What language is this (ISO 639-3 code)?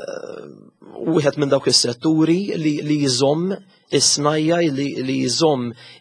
mlt